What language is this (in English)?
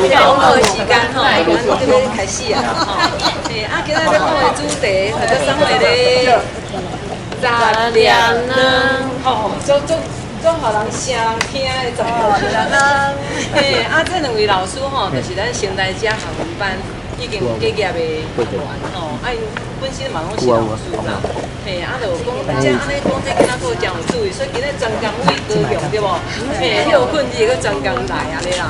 Min Nan Chinese